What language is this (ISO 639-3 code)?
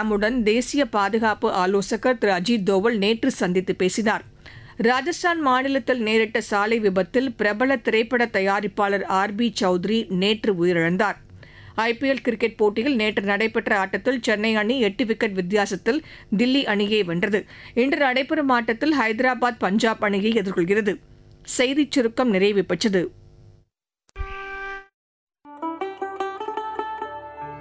tam